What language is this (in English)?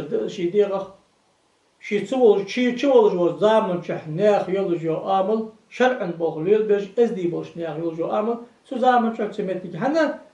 Ingush